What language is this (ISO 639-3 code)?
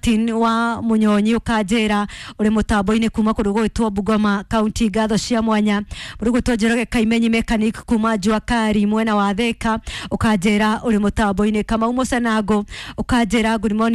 kik